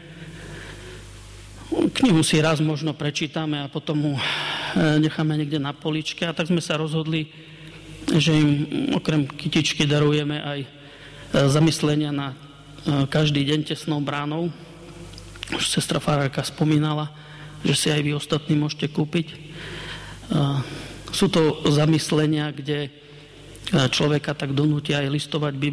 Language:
Slovak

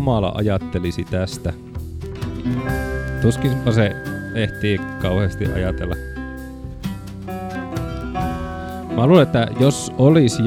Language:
Finnish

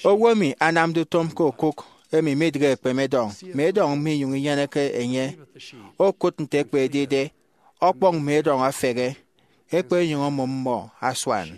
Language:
Efik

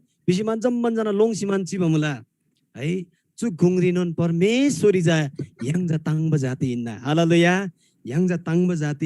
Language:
Eastern Tamang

